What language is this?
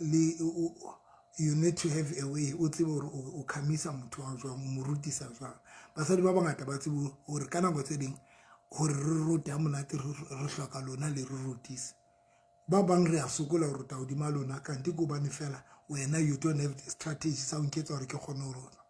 Southern Sotho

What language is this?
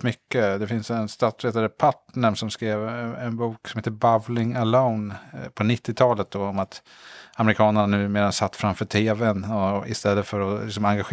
Swedish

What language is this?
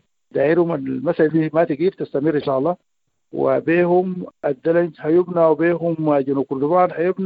Sudanese Arabic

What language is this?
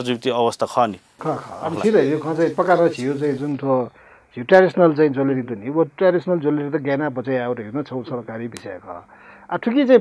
Newari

